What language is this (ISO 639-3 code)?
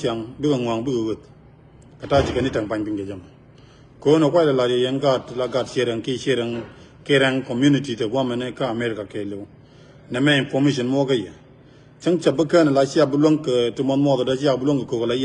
nus